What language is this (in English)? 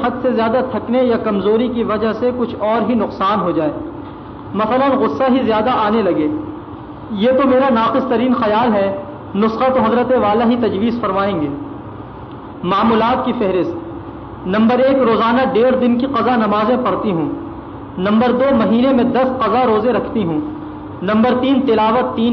Urdu